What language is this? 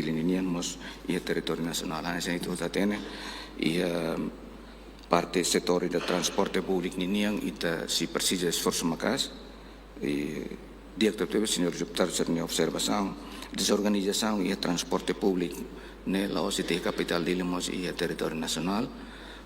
Tetum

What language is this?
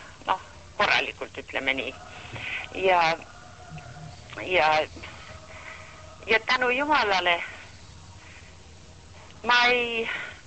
Estonian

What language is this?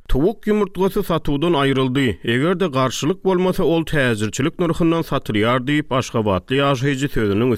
Turkmen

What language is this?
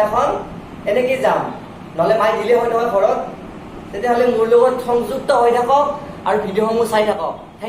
Assamese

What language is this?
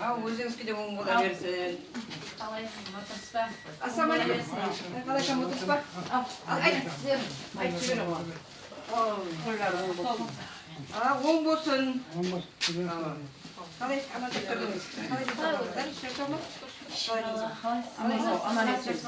Kara-Kalpak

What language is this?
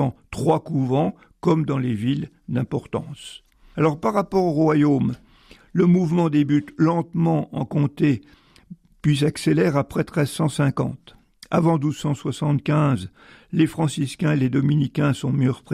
French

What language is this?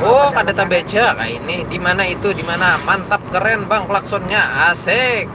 Banjar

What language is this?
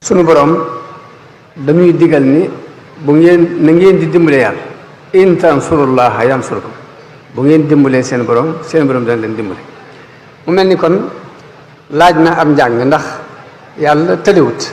Wolof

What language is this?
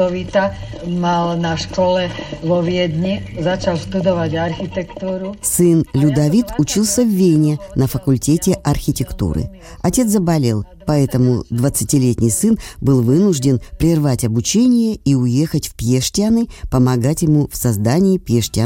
Russian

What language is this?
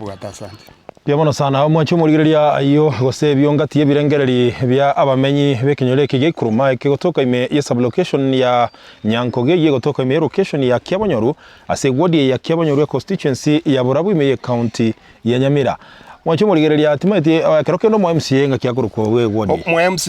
Gusii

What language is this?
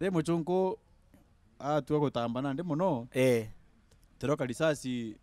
Meru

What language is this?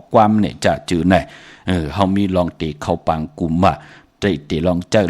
Shan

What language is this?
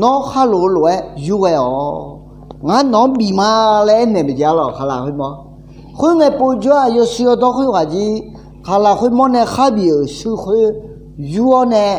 Akha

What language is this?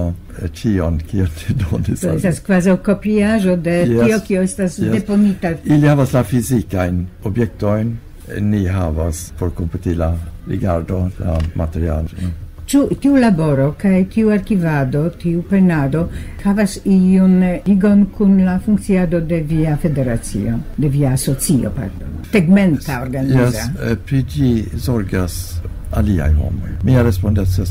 Esperanto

